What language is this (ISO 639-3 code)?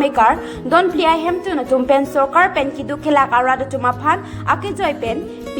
mjw